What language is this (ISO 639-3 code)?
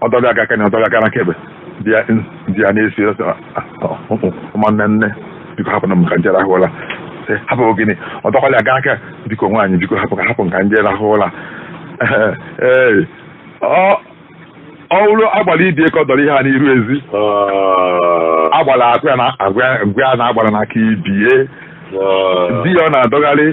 ibo